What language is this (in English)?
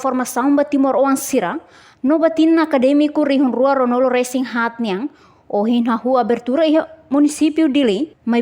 Tetum